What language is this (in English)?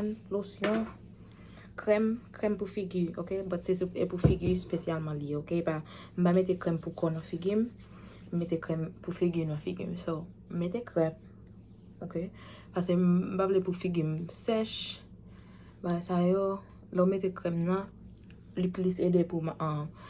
Haitian Creole